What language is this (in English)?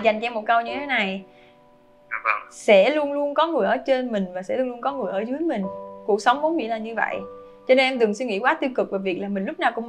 Vietnamese